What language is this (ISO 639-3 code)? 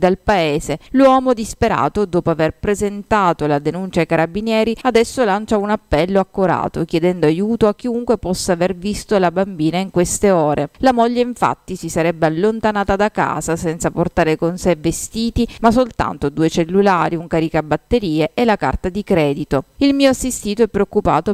ita